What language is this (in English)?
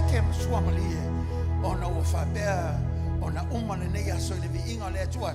Samoan